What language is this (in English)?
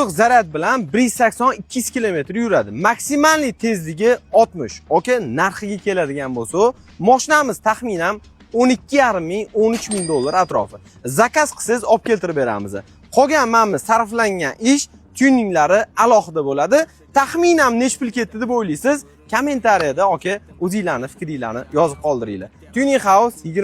Uzbek